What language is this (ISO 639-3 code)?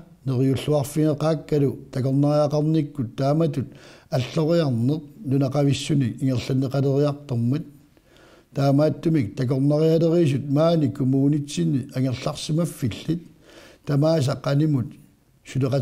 kal